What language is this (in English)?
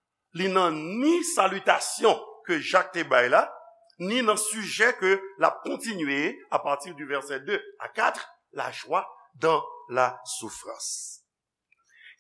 Haitian Creole